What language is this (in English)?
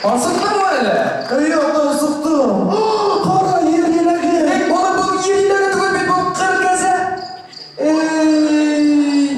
Bashkir